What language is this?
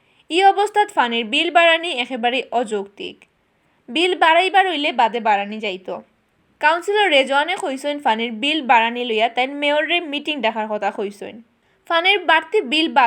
Sylheti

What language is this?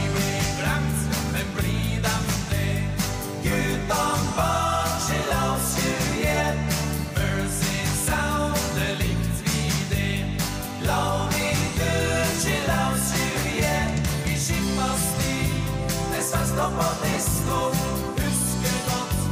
Norwegian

